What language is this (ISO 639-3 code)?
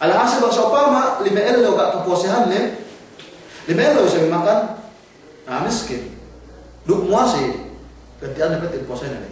yka